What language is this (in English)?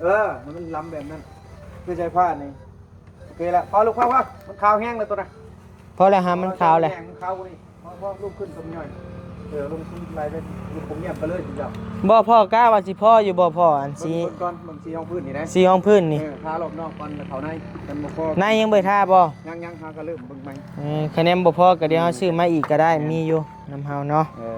Lao